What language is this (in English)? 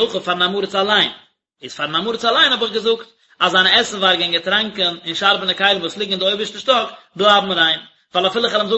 Yiddish